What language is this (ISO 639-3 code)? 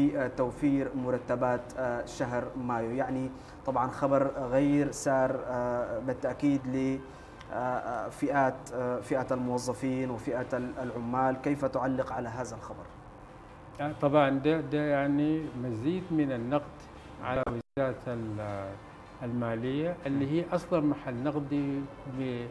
apd